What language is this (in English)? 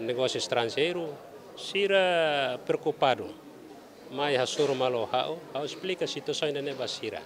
Tetum